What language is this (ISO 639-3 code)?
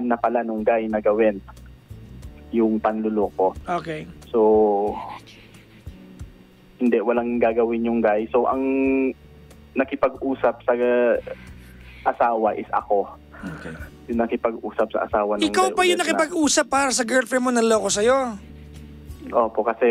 fil